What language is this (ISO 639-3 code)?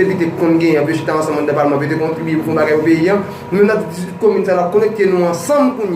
hat